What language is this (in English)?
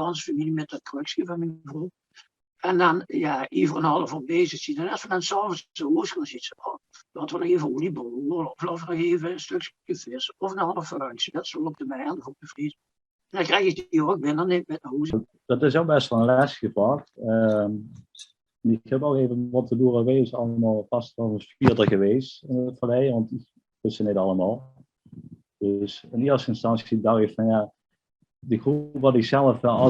Limburgish